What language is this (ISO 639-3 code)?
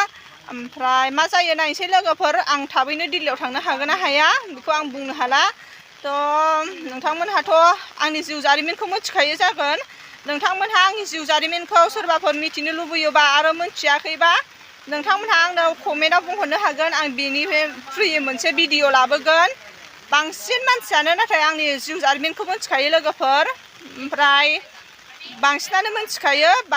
brx